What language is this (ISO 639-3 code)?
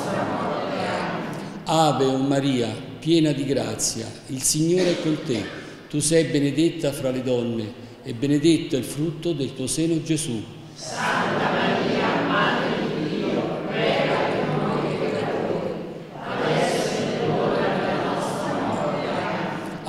ita